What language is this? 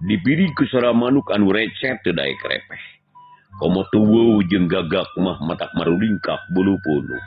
Sundanese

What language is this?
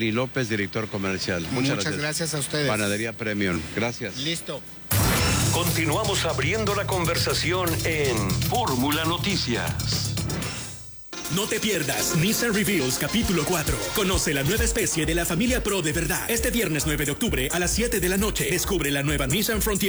Spanish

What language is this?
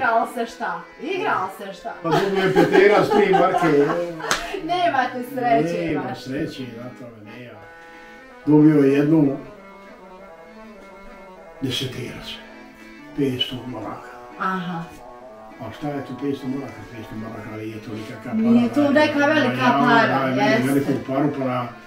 Bosnian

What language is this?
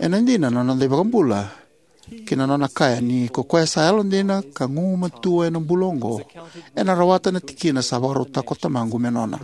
Fijian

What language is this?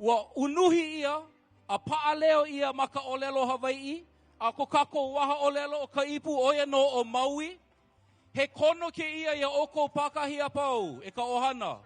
Hawaiian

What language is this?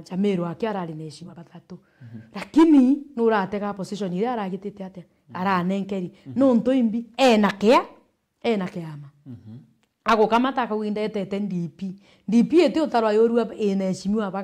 Meru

